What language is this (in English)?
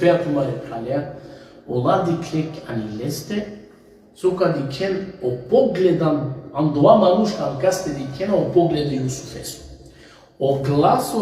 Balkan Romani